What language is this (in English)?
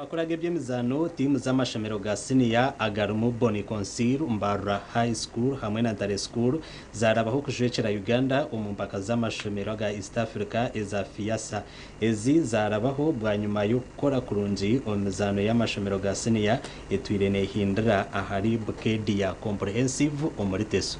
Nyankole